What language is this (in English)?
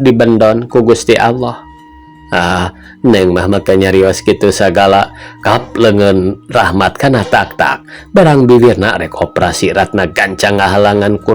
Sundanese